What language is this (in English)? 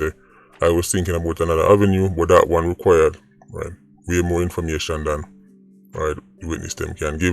Jamaican Creole English